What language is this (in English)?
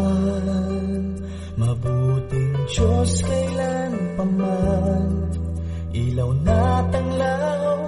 Filipino